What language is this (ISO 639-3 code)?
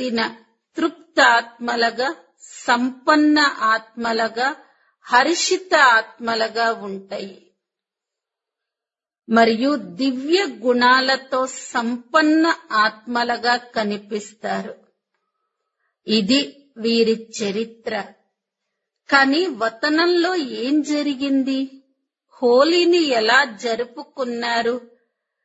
tel